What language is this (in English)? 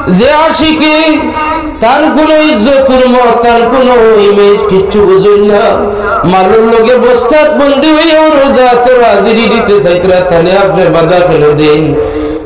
Sylheti